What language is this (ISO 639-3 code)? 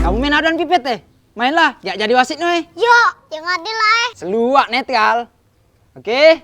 mui